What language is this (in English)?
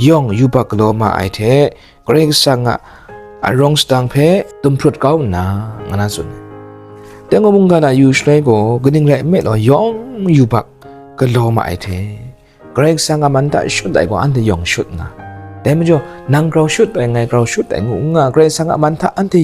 Kachin